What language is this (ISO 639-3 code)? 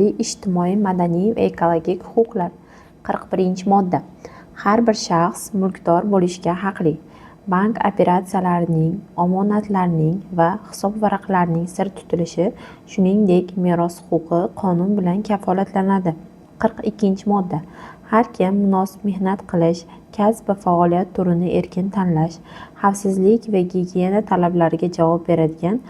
uzb